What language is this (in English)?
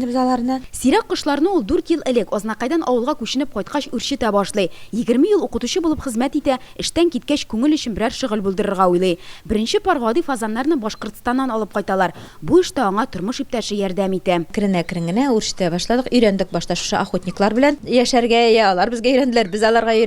Tatar